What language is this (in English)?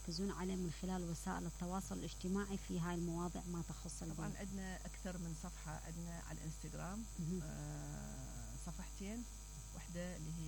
Mesopotamian Arabic